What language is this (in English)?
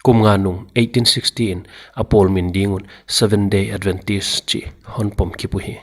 Paite Chin